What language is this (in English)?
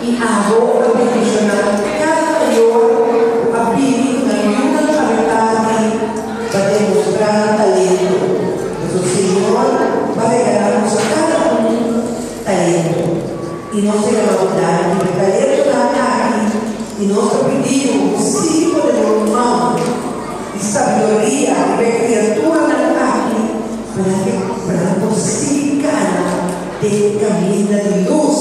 Papiamento